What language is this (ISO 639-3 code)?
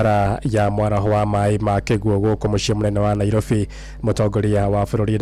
kik